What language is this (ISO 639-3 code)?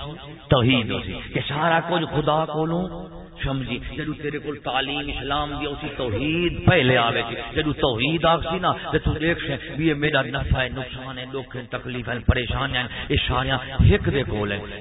skr